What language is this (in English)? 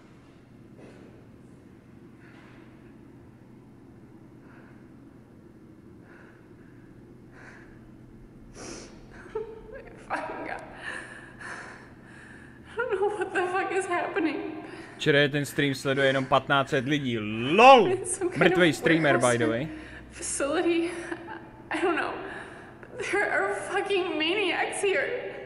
Czech